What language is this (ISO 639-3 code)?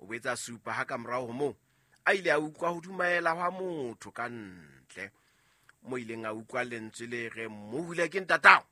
sot